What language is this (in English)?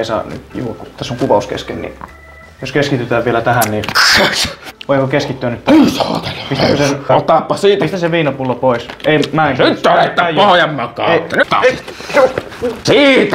Finnish